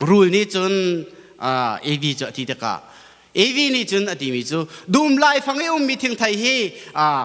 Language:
Hakha Chin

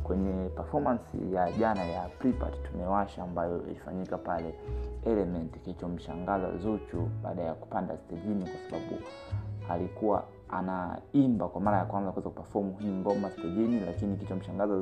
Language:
Swahili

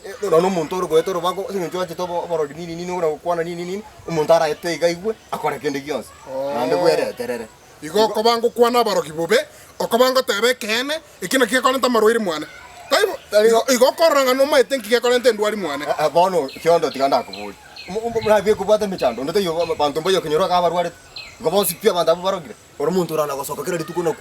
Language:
Gusii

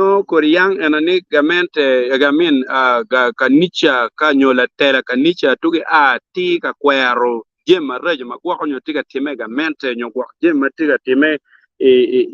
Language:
Acoli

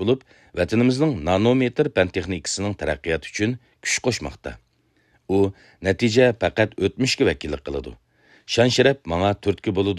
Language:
Uyghur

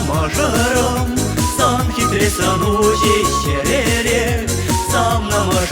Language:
Chuvash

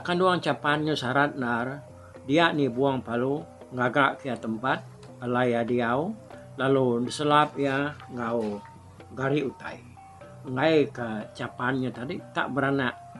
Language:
Iban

